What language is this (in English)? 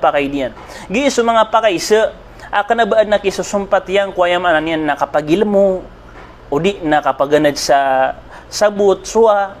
Maranao